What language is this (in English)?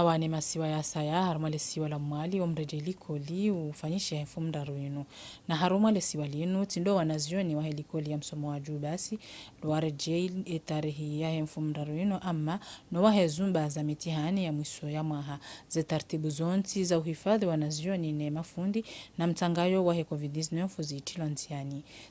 Ngazidja Comorian